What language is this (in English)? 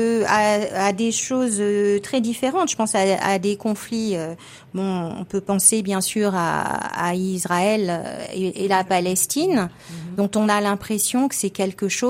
French